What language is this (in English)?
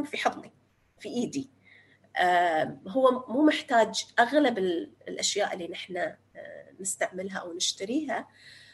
North Levantine Arabic